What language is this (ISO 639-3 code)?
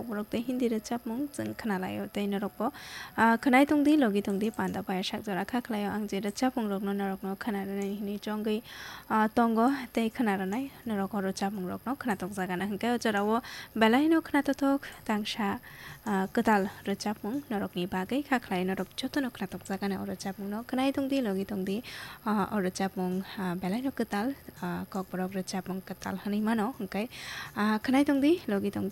trp